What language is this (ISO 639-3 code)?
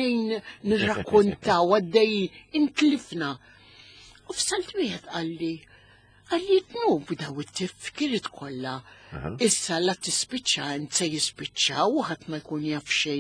mlt